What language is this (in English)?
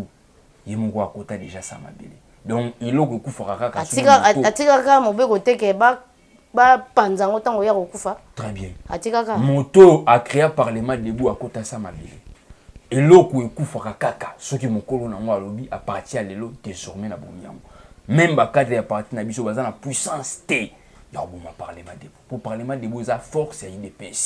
Lingala